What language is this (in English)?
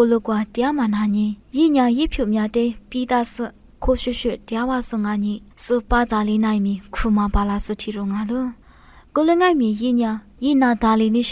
Lisu